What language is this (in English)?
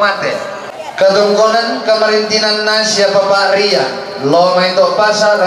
Toraja-Sa'dan